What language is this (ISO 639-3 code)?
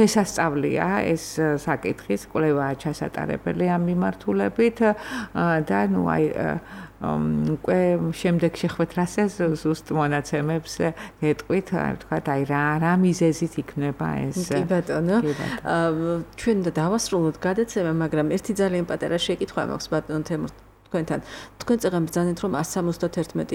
kat